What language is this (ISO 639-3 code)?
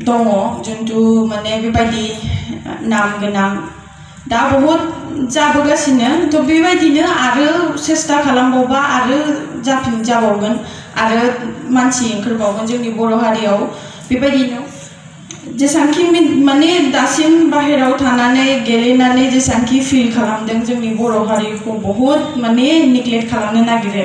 brx